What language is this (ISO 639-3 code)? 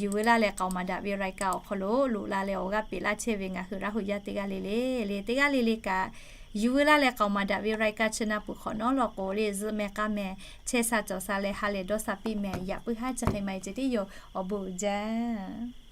lhu